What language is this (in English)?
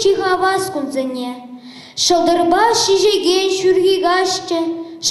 Chuvash